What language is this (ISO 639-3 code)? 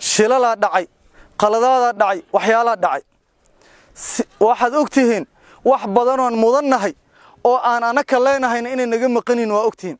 som